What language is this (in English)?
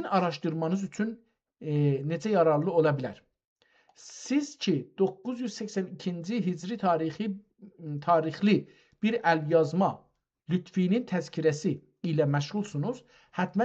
South Azerbaijani